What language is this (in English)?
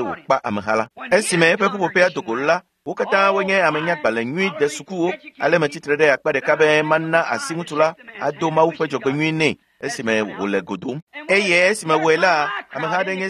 Ewe